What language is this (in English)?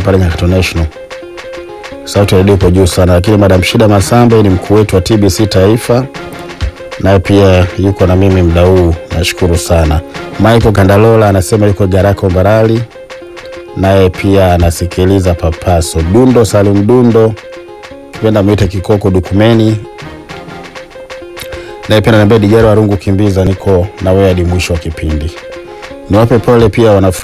Swahili